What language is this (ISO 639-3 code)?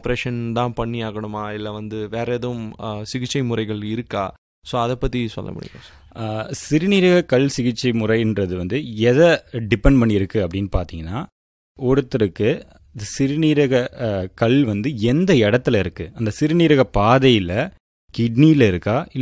tam